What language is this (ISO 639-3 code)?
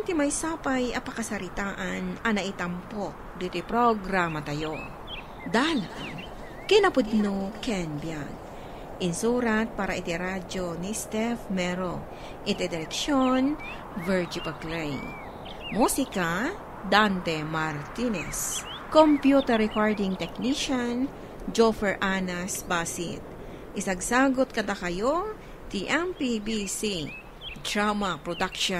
ilo